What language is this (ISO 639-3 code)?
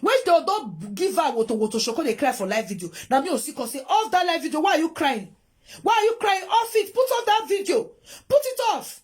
pcm